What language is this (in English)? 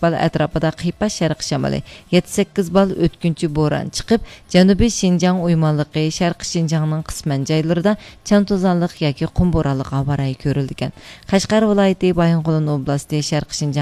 Uyghur